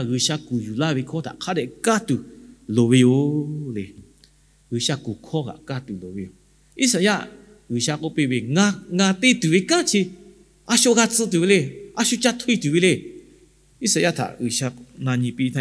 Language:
Lahu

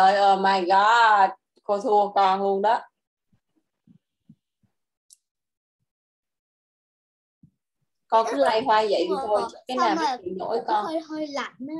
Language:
Vietnamese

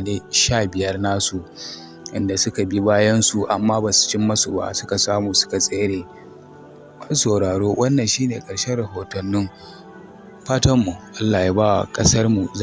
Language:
Hausa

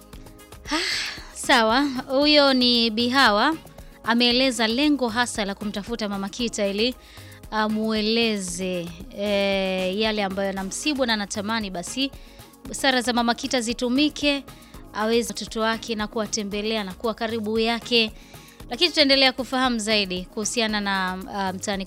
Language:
Swahili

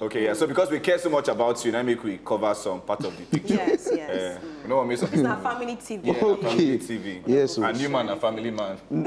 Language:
Nigerian Pidgin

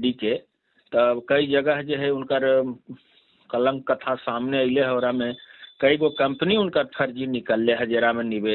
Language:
Magahi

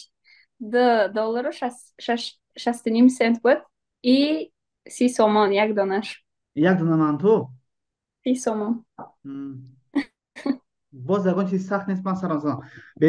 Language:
Tajik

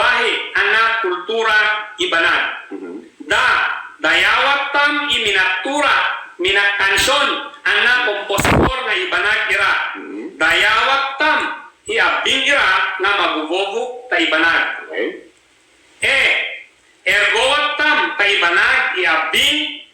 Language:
Ibanag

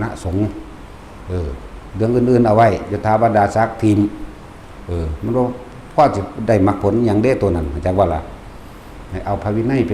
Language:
Northeastern Thai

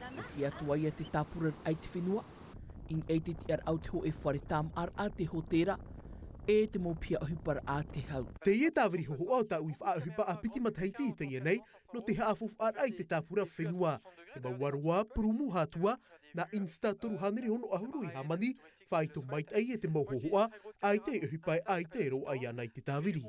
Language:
Tahitian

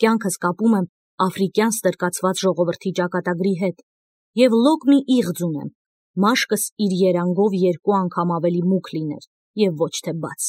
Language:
Armenian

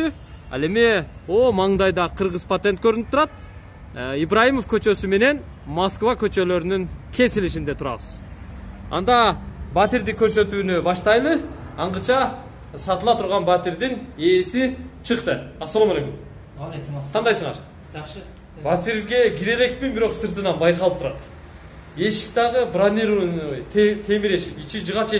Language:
Kyrgyz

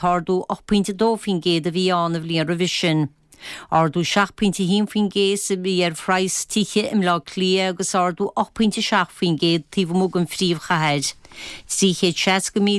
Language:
Irish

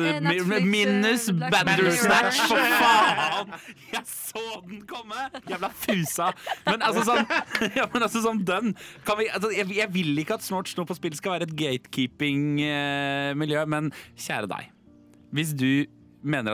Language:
Norwegian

